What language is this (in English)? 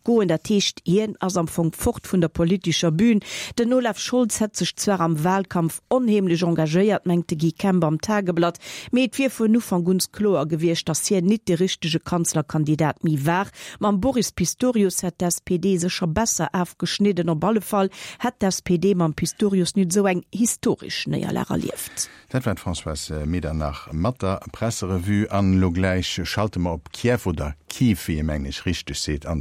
Luxembourgish